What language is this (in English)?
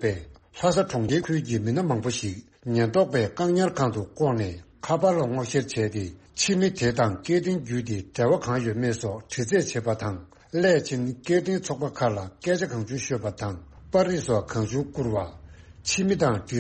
Tibetan